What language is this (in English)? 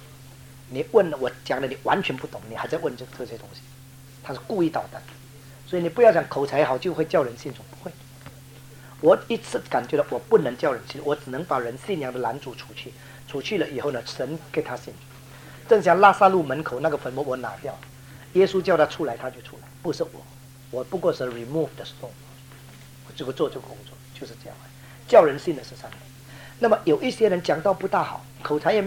Chinese